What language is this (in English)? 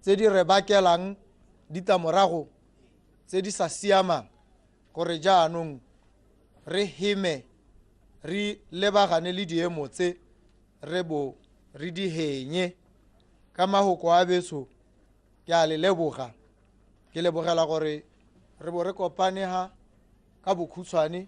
Tswana